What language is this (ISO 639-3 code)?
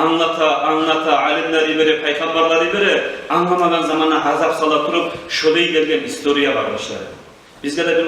kum